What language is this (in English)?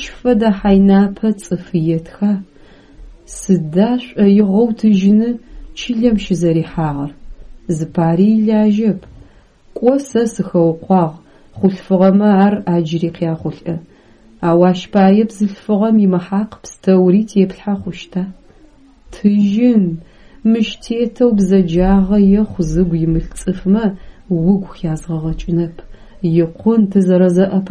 Adyghe